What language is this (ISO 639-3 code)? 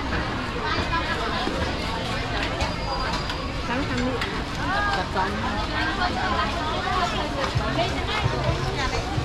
vie